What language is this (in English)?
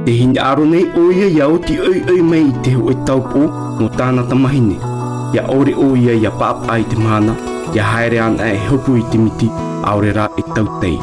Tahitian